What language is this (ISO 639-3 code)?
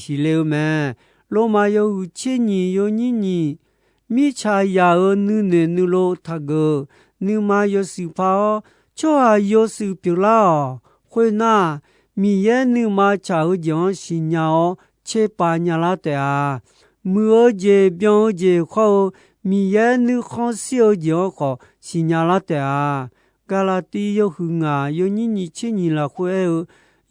ahk